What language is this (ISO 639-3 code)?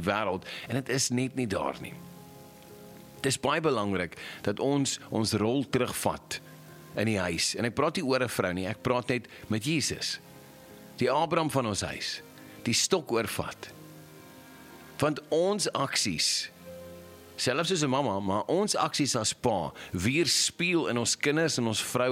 afr